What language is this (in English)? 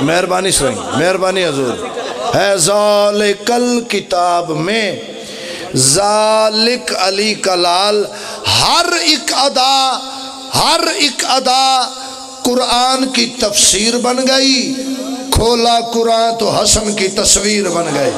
Pahari-Potwari